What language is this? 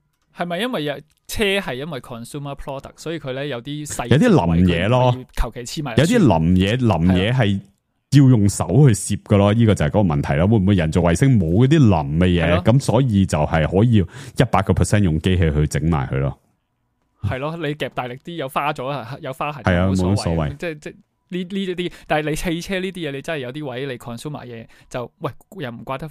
Cantonese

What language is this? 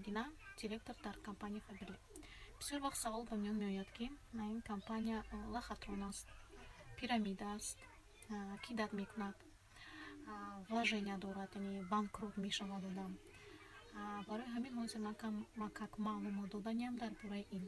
Tajik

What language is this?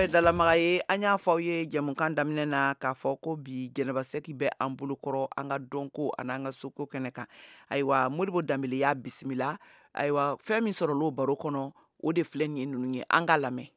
Bambara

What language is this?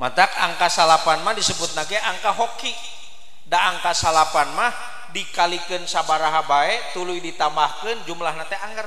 Sundanese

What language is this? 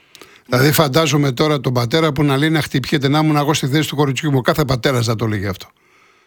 Greek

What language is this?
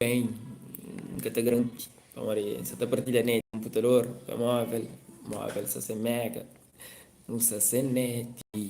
Kabuverdianu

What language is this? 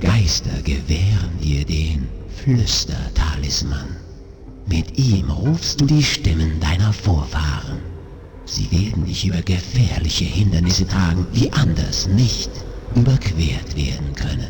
Bavarian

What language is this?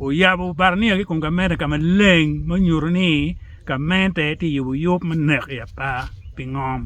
Acoli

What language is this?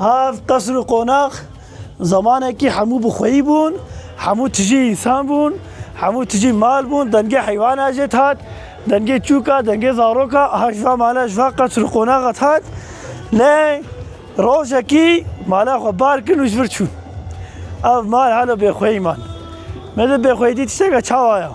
Kurdish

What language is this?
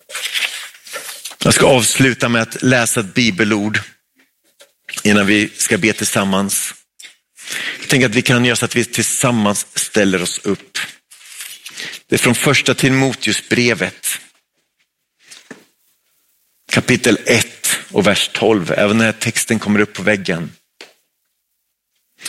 Swedish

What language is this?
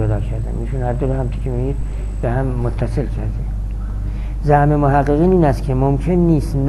Persian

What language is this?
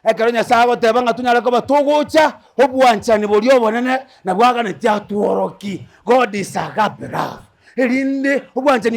Gusii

